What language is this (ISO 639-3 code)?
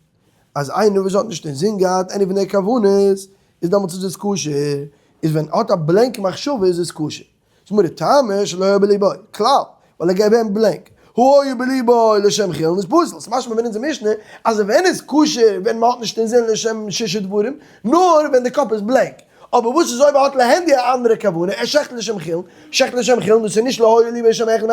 yid